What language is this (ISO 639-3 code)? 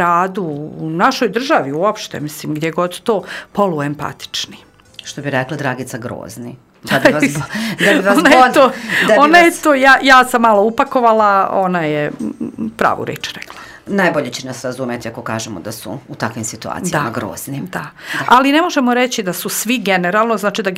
srp